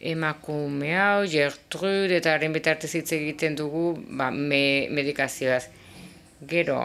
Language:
Basque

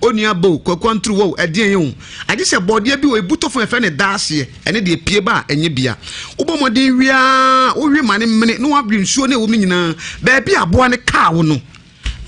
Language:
Akan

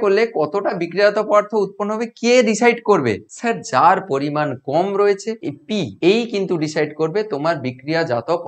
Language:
Bangla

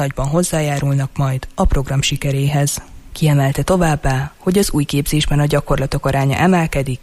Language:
Hungarian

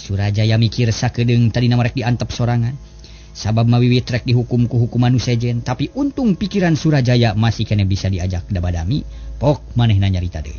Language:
Sundanese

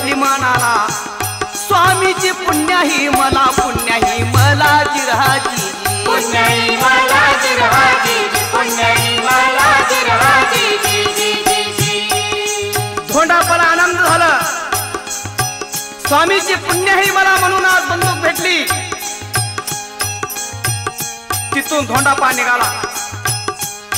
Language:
Marathi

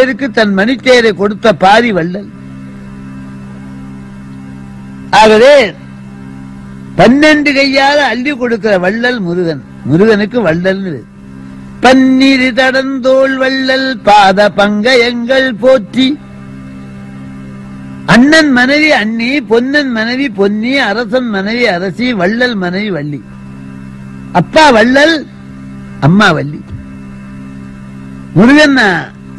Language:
Tamil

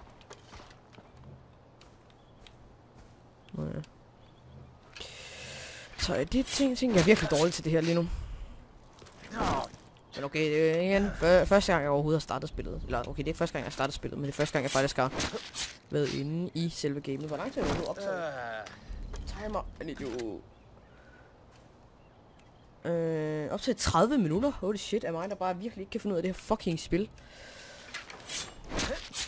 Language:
Danish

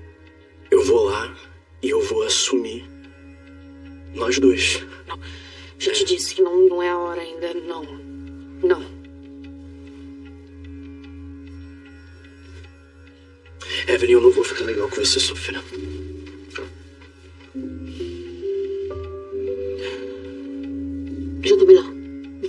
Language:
Portuguese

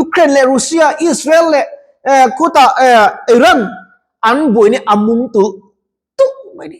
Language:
Mizo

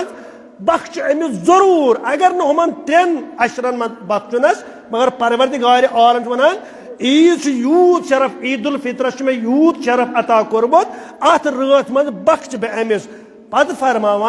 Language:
Kashmiri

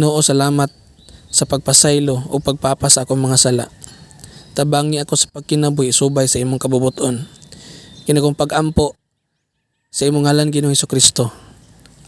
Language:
Cebuano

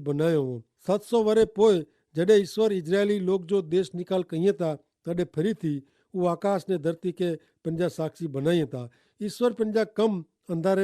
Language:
Kachhi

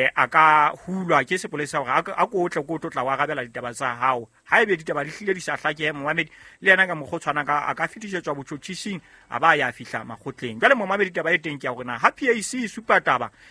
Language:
Southern Sotho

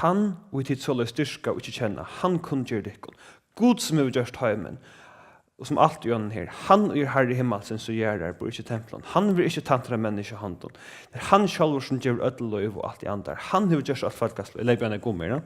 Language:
Faroese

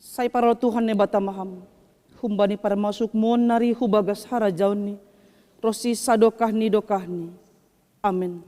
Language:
Batak Simalungun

